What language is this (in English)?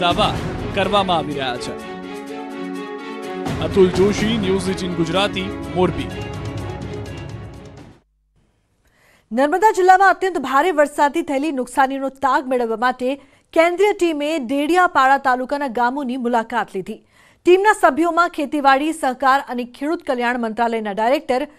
Gujarati